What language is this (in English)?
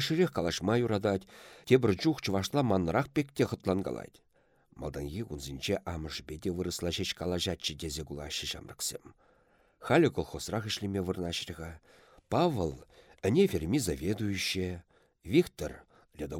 Chuvash